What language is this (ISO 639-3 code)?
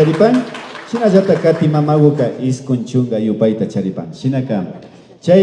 qvi